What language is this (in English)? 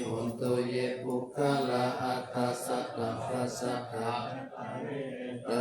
Pali